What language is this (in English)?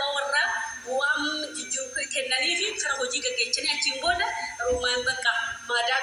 Oromo